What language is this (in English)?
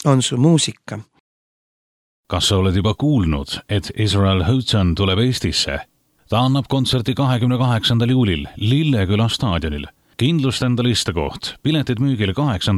Estonian